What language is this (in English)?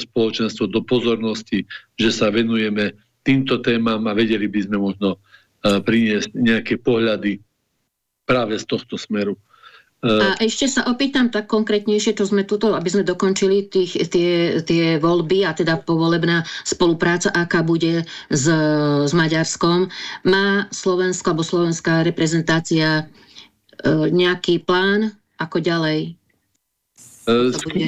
Slovak